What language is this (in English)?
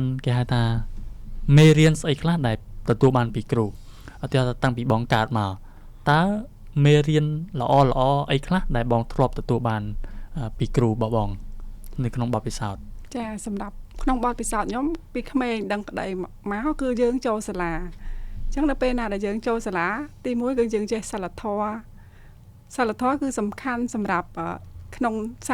Khmer